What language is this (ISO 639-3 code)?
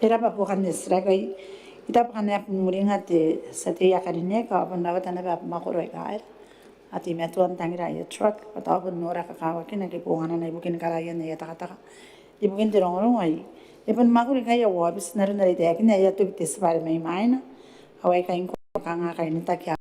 gil